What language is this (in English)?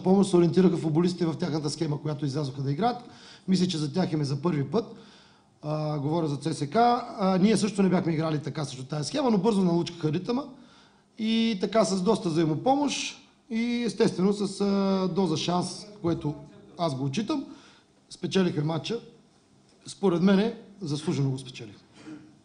Bulgarian